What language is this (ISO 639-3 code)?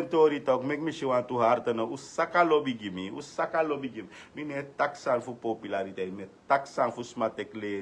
srn